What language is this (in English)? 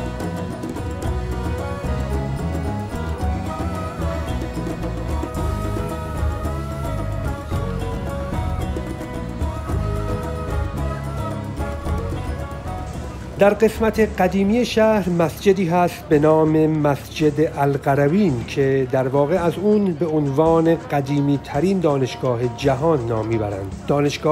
Persian